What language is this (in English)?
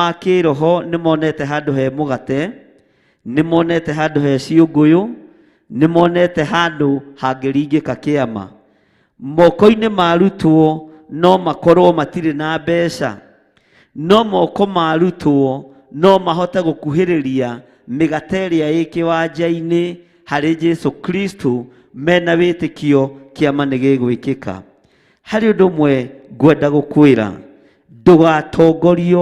Kikuyu